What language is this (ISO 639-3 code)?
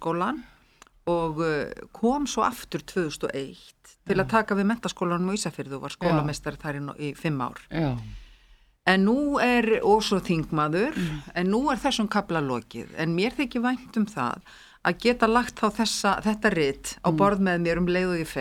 isl